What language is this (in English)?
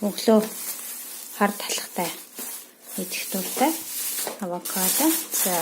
Mongolian